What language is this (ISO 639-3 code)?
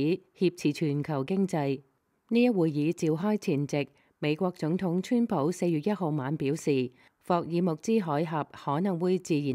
yue